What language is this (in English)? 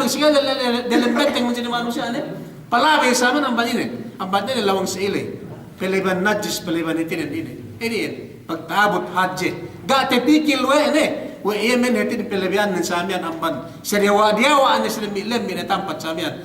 Yakan